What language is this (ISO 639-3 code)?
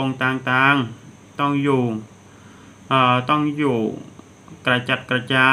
tha